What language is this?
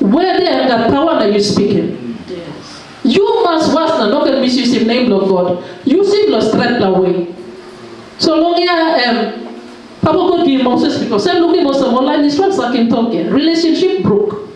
Tok Pisin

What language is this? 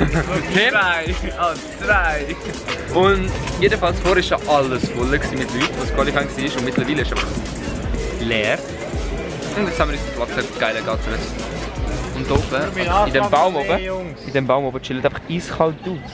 Swiss German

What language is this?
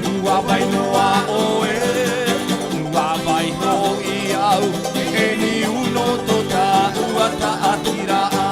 Tahitian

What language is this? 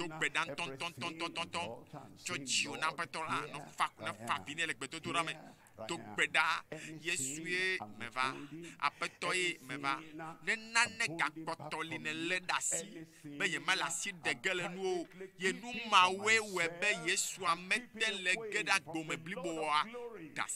Ewe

